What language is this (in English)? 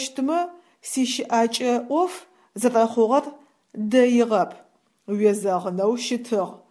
Adyghe